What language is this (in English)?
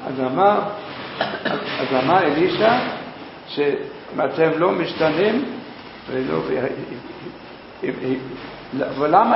Hebrew